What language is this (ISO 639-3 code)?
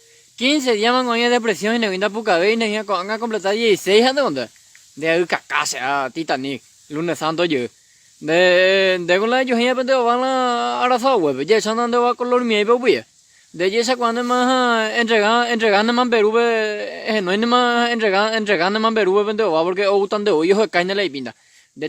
grn